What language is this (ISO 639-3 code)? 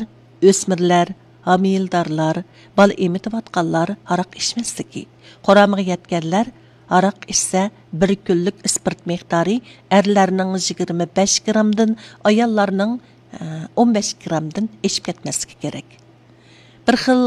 uig